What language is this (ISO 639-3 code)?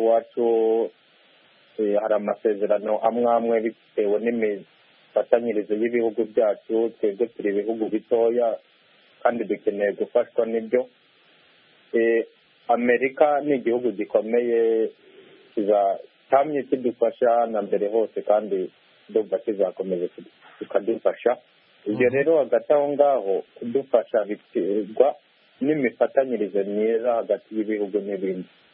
kin